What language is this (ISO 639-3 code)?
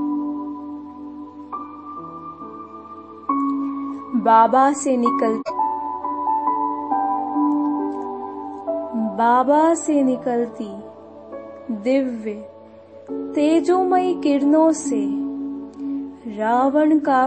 hin